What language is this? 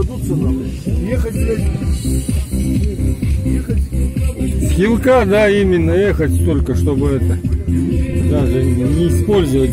Russian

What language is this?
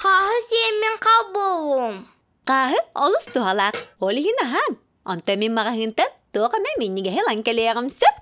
Yakut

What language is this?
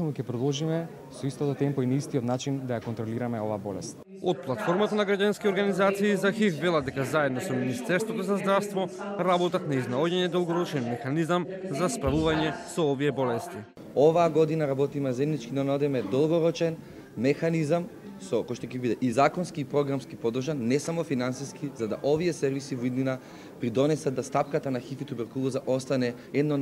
Macedonian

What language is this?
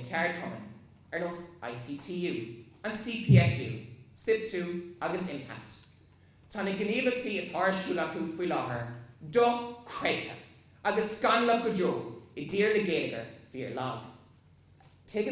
Irish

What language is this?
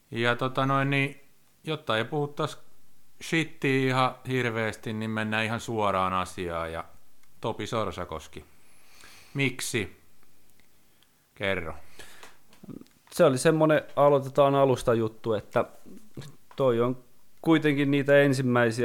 Finnish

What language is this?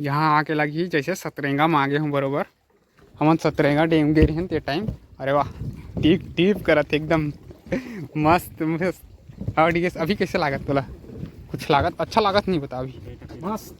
Chhattisgarhi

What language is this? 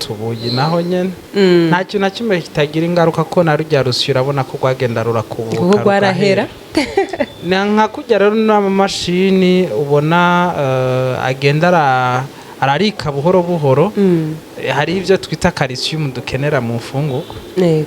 Rundi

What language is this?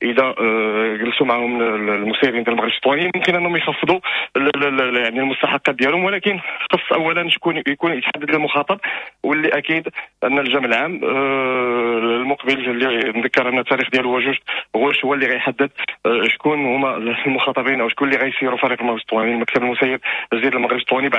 Moroccan Arabic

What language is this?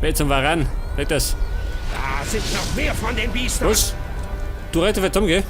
Bavarian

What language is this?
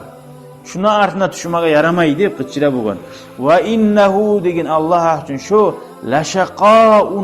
Kumyk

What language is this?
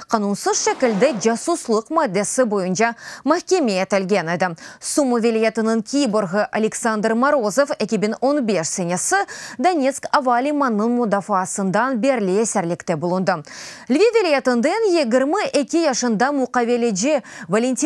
Crimean Tatar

